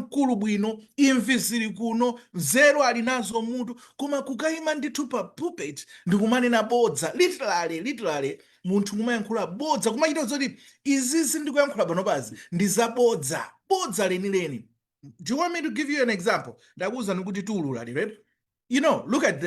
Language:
Nyanja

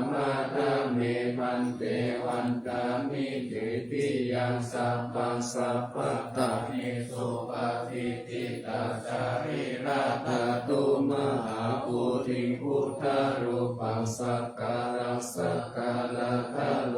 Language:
Pali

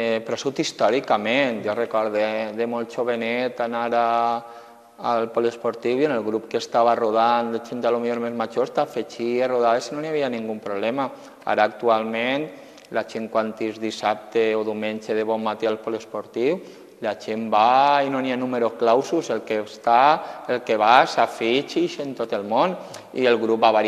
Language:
Catalan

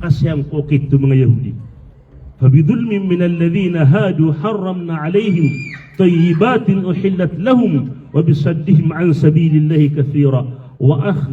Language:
Maranao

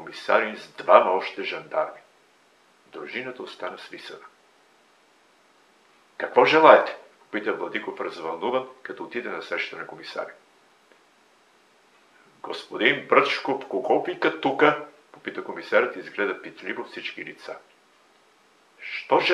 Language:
Bulgarian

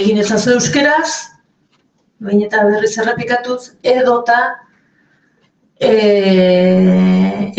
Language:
Basque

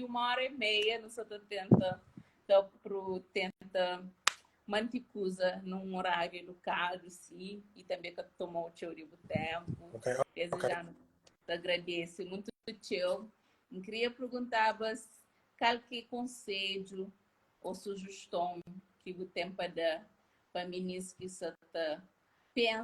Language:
Kabuverdianu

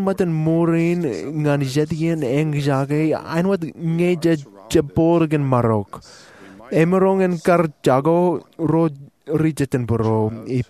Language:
Marshallese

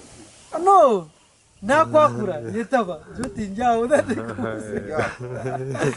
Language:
Nyankole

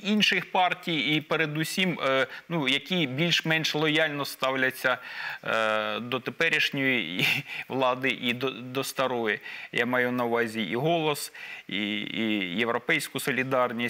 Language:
Ukrainian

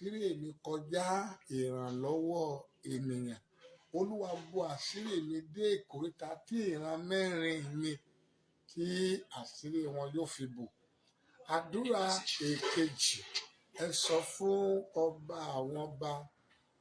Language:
Yoruba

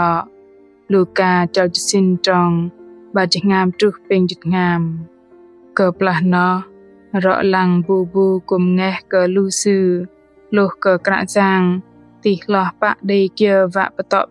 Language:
Bahnar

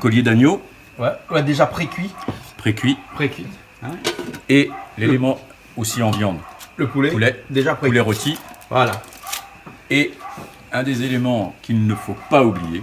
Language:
Réunion Creole French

